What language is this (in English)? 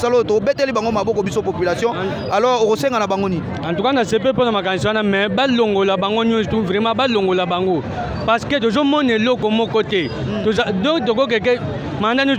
Lingala